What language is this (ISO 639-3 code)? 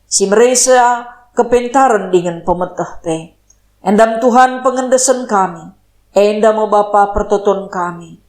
btx